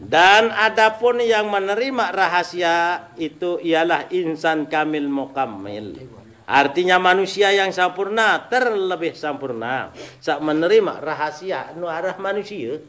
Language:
Sasak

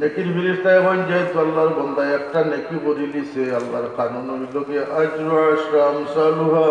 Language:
Sylheti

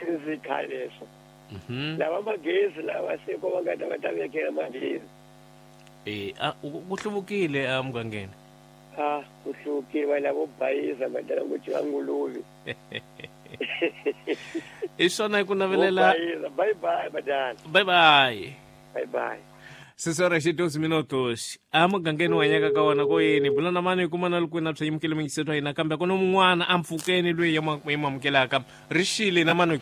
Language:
Tsonga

